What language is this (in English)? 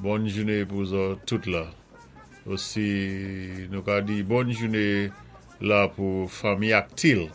Saint Lucian Creole French